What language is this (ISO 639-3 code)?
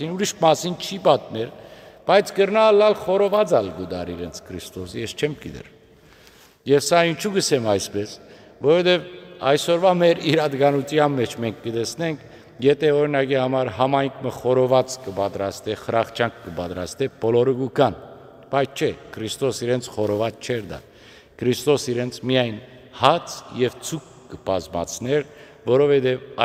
hyw